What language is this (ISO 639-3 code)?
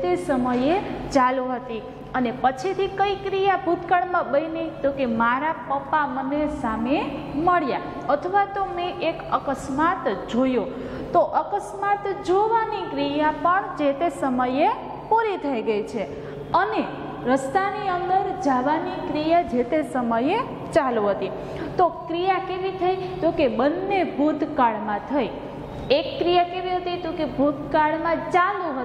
guj